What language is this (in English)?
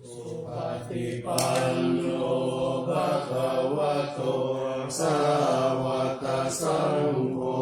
Pali